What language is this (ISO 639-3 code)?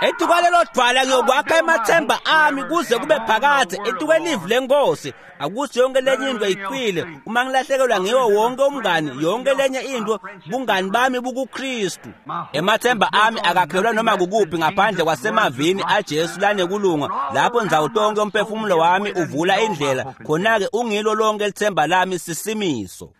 ssw